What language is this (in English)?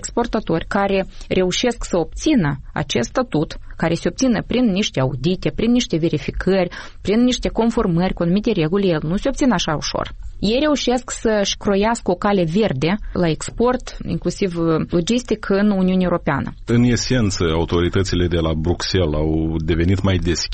Romanian